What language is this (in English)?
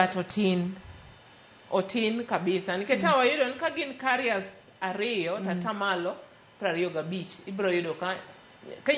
Luo (Kenya and Tanzania)